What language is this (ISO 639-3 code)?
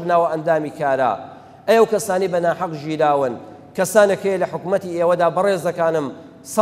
ckb